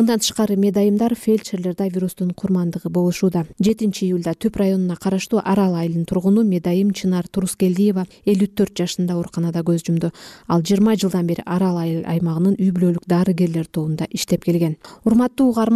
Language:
Kyrgyz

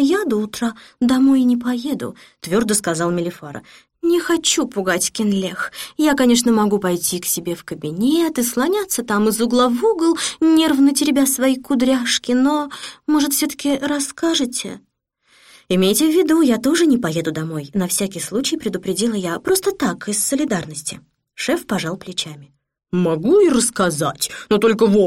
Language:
Russian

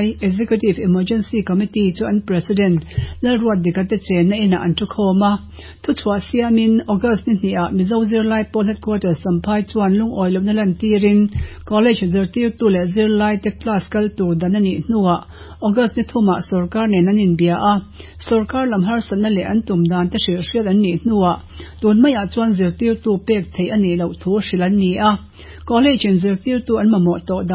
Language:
Mizo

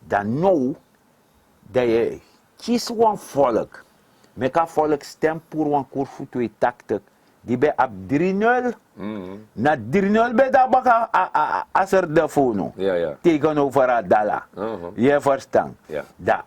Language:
Sranan Tongo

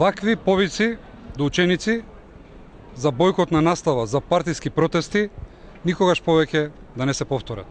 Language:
Macedonian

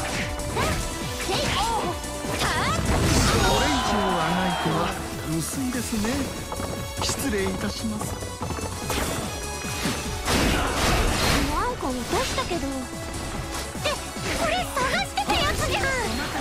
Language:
Japanese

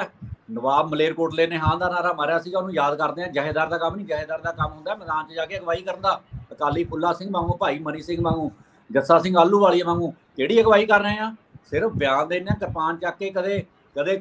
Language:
Punjabi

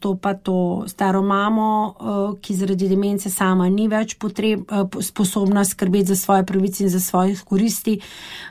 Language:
Slovenian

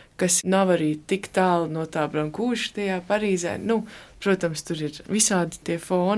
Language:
Latvian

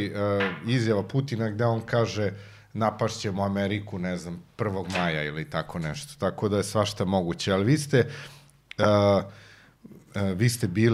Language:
Serbian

